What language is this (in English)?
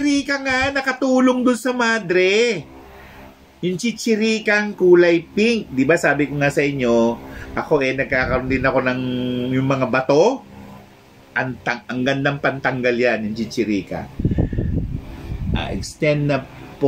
Filipino